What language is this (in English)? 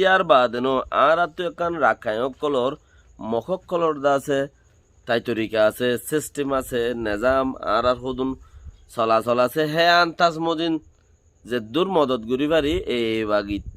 Rohingya